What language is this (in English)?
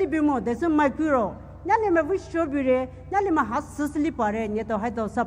Poumei Naga